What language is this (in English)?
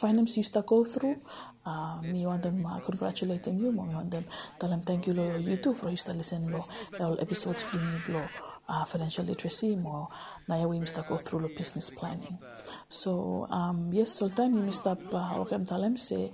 Bislama